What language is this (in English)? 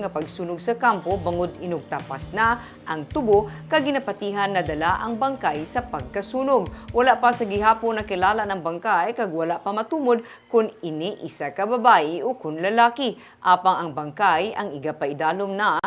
Hiligaynon